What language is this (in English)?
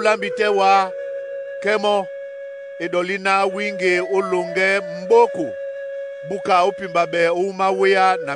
Duala